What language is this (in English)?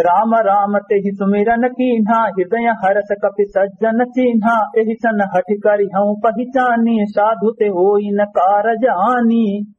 Awadhi